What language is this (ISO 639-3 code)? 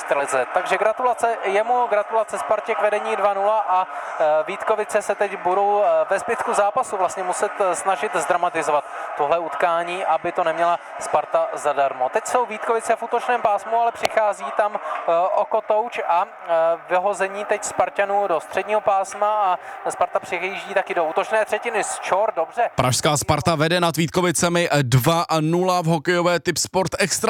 ces